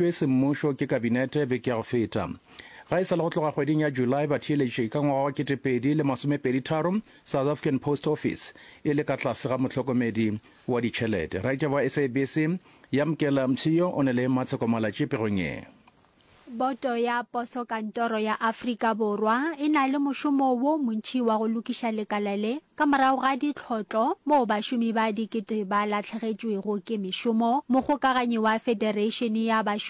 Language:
Northern Sotho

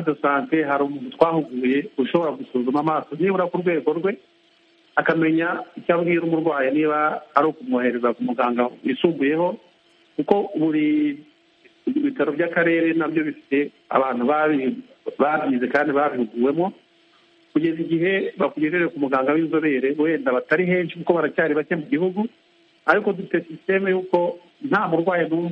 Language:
Kinyarwanda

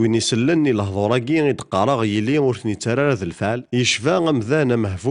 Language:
Kabyle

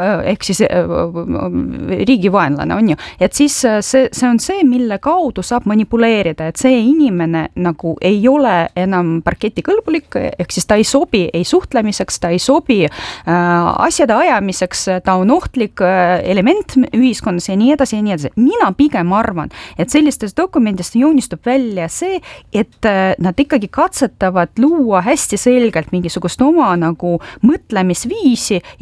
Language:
Estonian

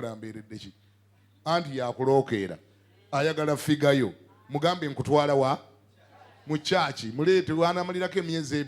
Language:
Ganda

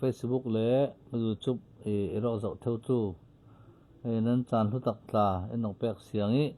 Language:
Falam Chin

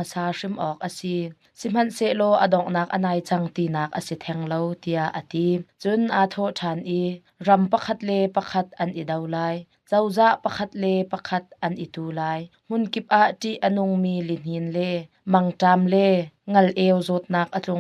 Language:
Hakha Chin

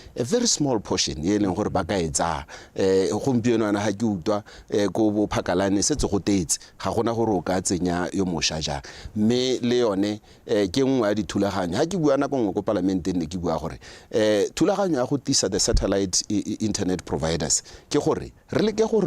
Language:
Tswana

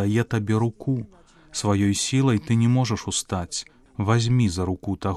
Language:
Belarusian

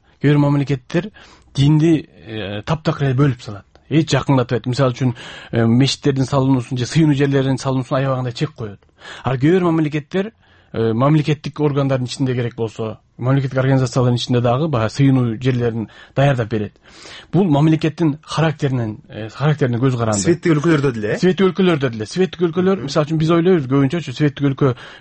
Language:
Kyrgyz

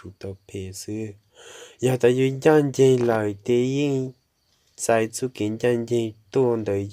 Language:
Hmong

